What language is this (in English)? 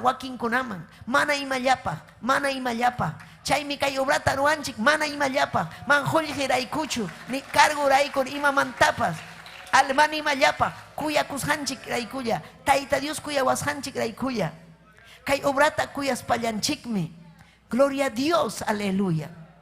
Ayacucho Quechua